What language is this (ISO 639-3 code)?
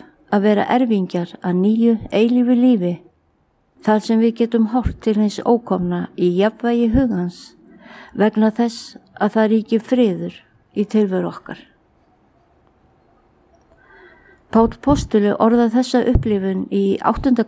isl